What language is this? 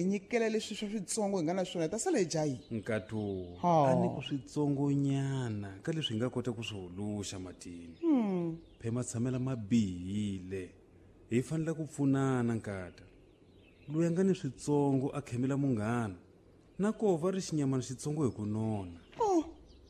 Tsonga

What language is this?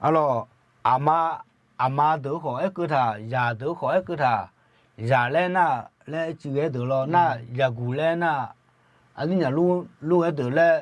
Akha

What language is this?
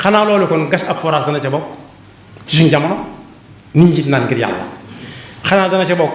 Wolof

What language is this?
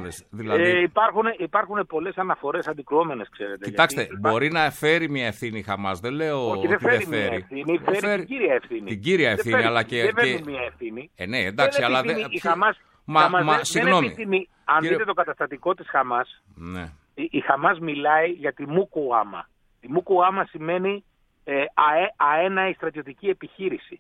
Greek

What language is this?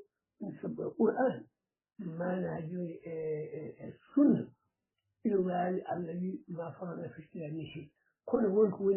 Fula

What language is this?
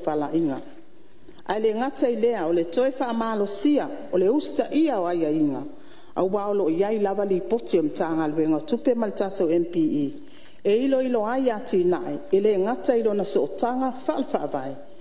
Samoan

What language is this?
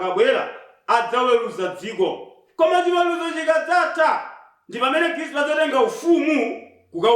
Nyanja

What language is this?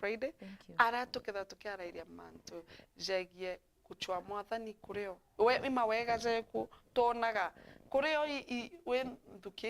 Meru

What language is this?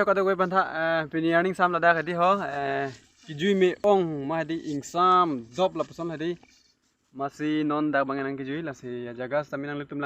Karbi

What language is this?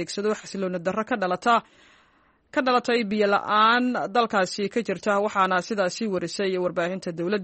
Somali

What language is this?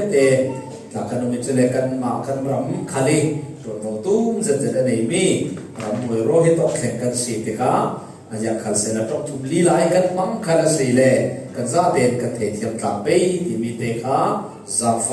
Falam Chin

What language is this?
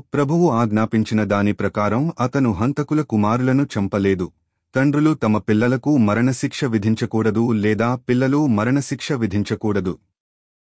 Telugu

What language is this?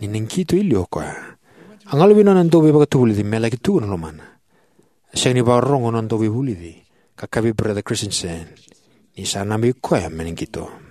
Fijian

